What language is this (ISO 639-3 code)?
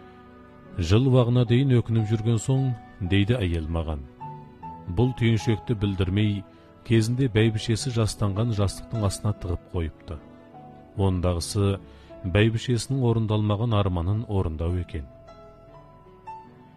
kaz